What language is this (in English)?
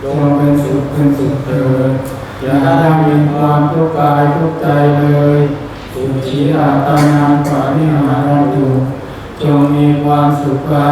Pali